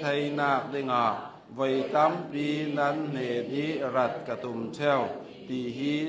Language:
Hakha Chin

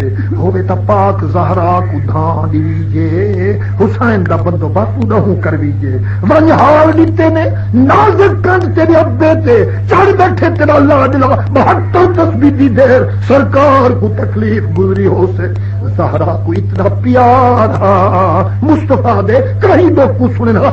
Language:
Saraiki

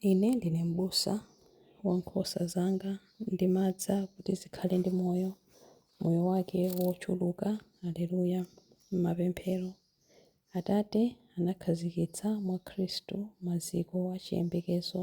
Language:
Nyanja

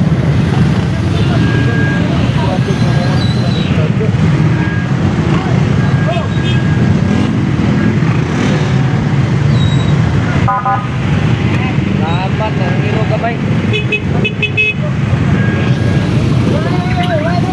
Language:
Filipino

